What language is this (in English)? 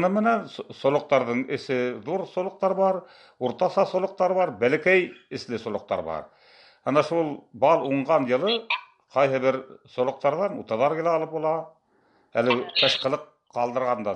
Tatar